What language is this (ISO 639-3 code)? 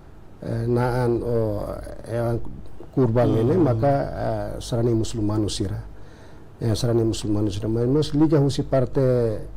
tet